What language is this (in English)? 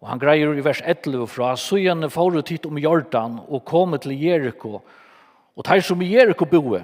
Faroese